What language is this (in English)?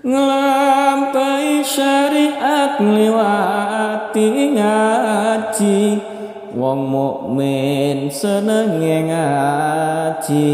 Javanese